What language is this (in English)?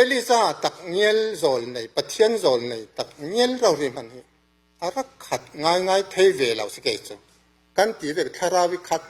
Falam Chin